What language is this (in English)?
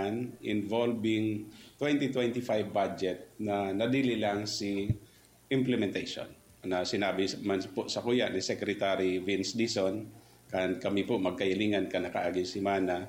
Bikol